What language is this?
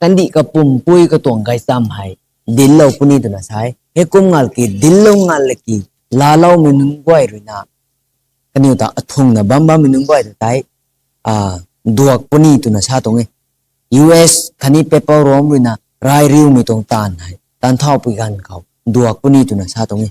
Rongmei Naga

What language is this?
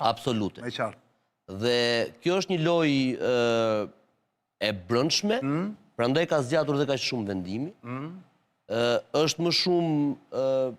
Albanian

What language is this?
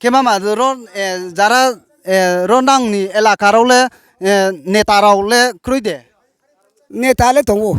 Riang (India)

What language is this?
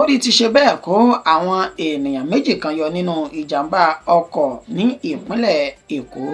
Yoruba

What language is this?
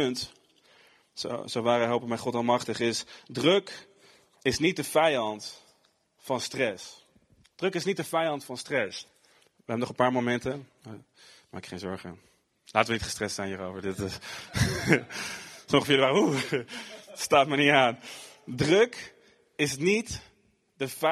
Dutch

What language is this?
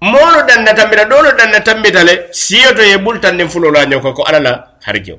Mandingo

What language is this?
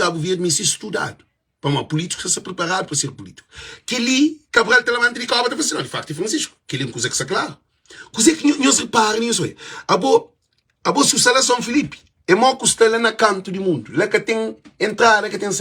Kabuverdianu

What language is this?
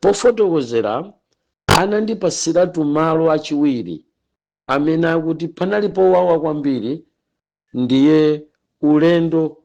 Nyanja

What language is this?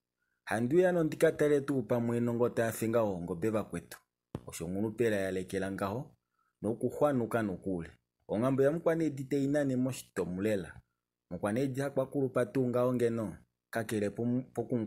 Kuanyama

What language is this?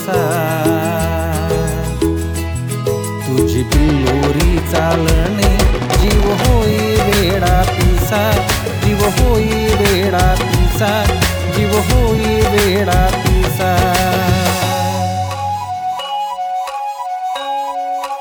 Marathi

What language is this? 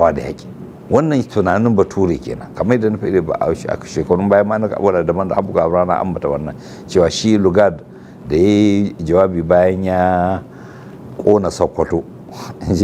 Hausa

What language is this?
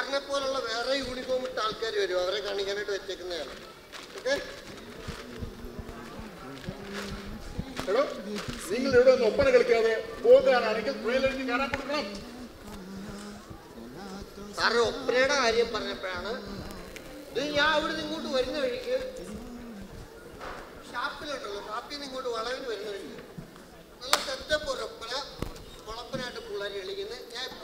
Malayalam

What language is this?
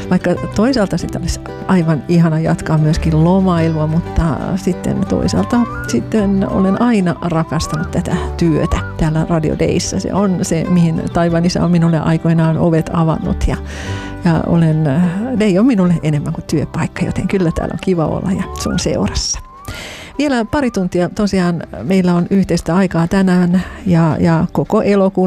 Finnish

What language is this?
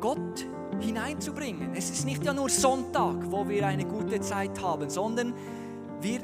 Swiss German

